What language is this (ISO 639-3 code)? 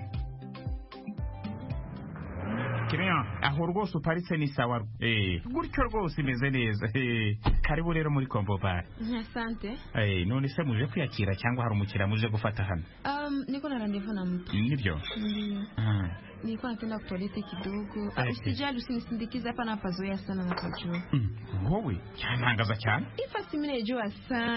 kin